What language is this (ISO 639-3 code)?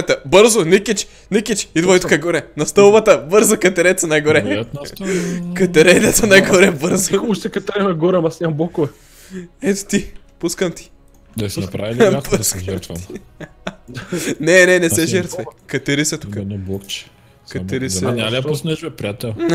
bul